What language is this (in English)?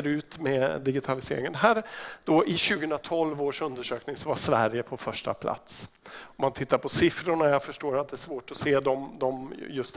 Swedish